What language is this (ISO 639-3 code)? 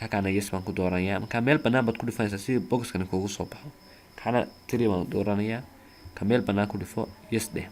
som